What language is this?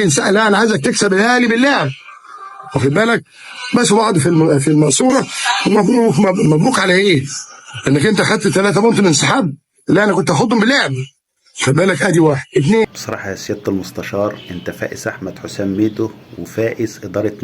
Egyptian Arabic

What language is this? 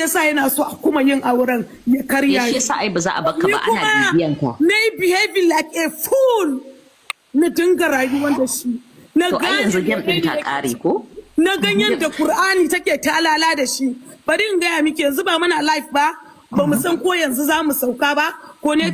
Hausa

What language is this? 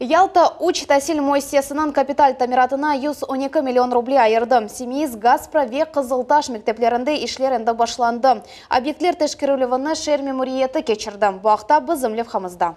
Crimean Tatar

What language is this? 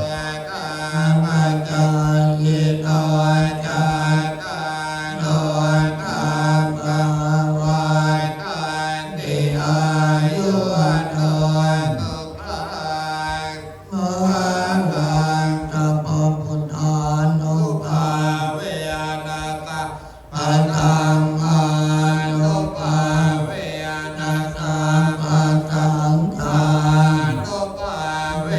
Pali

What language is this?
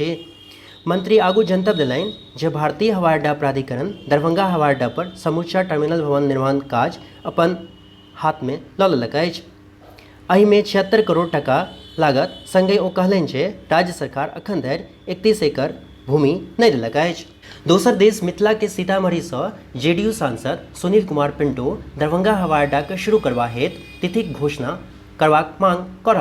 Maithili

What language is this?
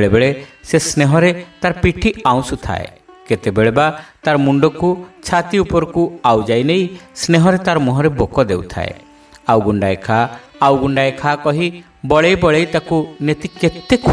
Odia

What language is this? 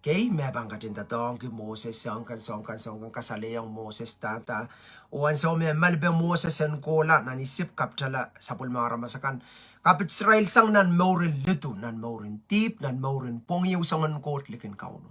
Pohnpeian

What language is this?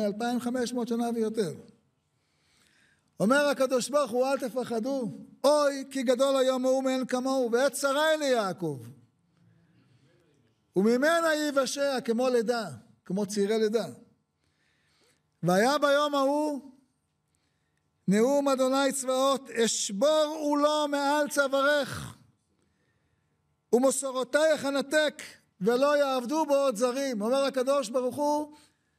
Hebrew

